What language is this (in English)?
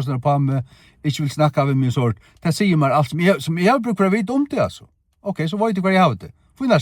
Faroese